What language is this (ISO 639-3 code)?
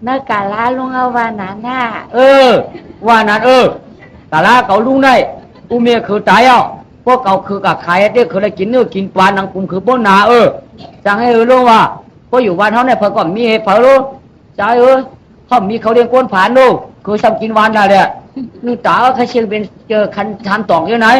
shn